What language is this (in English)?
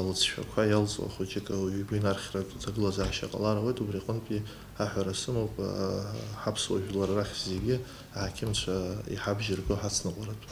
Abkhazian